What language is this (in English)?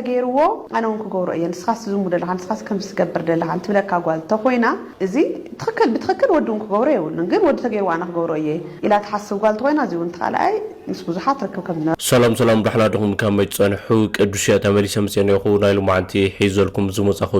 Tigrinya